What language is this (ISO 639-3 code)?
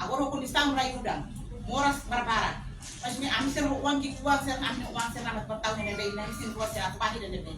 tet